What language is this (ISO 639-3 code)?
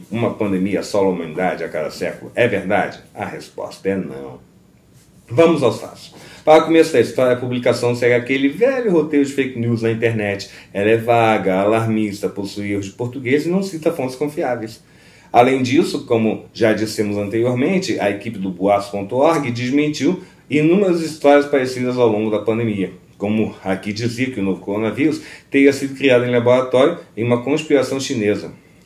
por